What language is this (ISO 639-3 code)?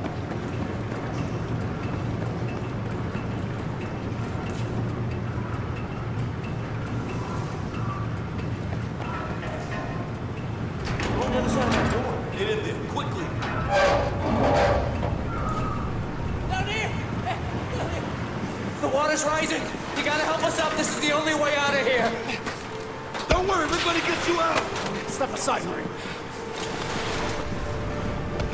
eng